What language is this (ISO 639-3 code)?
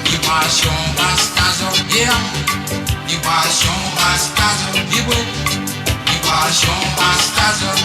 mfe